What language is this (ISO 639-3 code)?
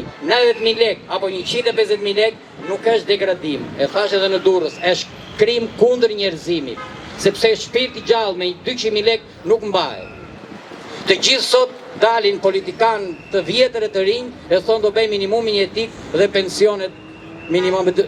sqi